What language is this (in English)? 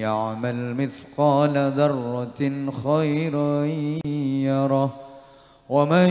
Javanese